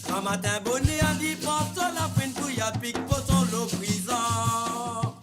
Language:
Morisyen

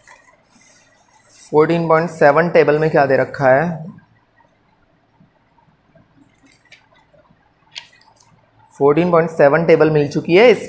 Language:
Hindi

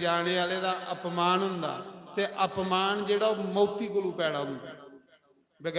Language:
Dogri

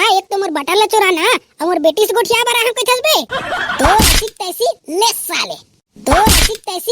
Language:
Chhattisgarhi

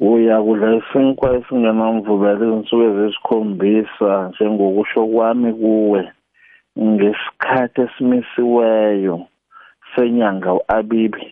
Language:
South Ndebele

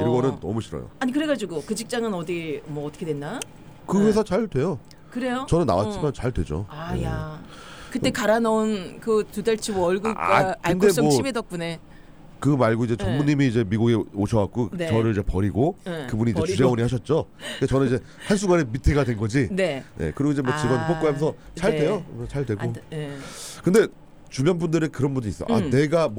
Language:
Korean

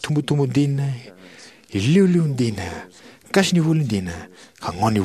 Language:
Fijian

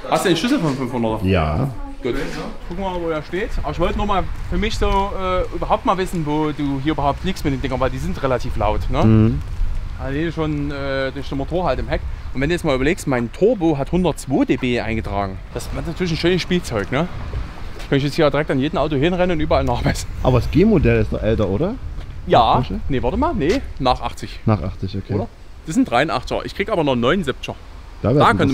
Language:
German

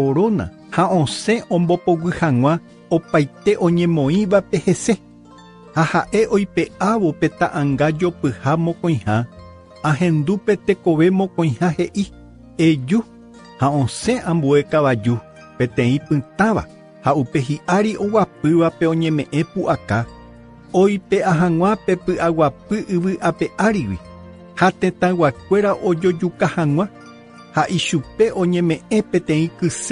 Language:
Guarani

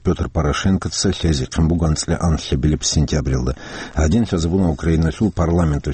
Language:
Avaric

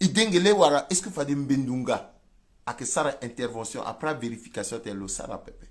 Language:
Sango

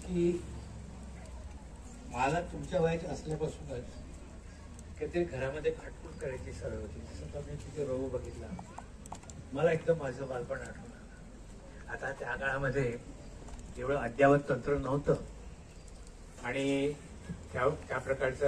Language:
Marathi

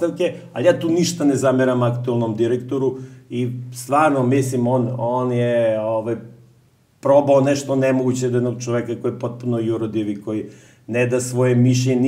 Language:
Serbian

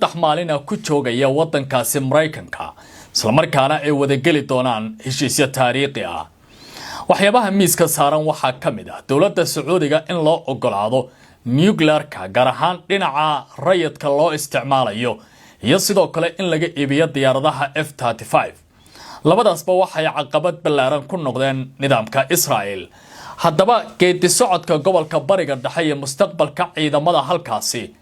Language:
Somali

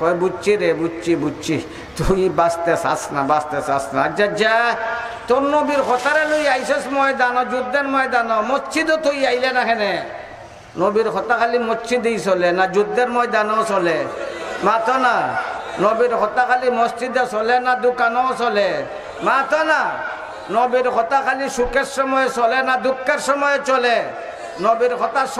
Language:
Sylheti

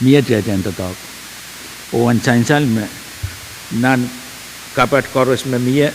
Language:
Pohnpeian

